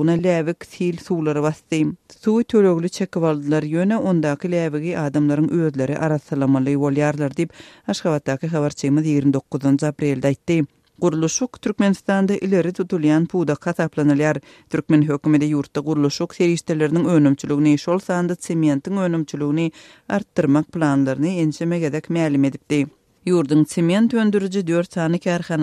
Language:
Turkmen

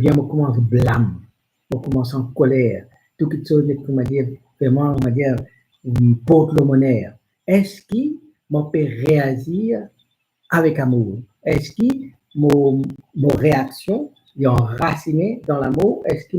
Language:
Morisyen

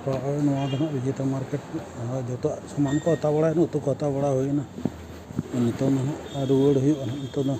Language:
Santali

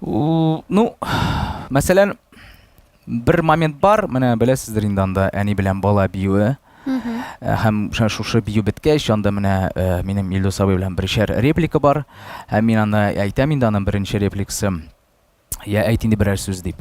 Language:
Tatar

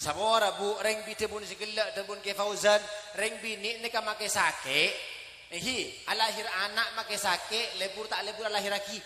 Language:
Madurese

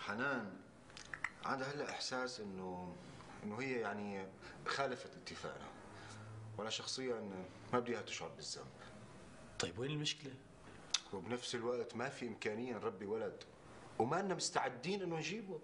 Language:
North Levantine Arabic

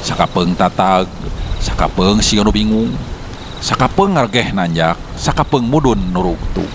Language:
Sundanese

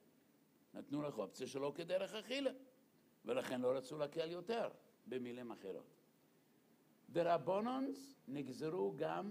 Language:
Hebrew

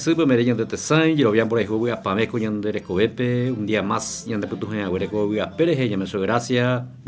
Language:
Guarani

